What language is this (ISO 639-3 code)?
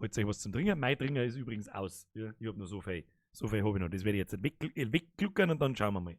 bar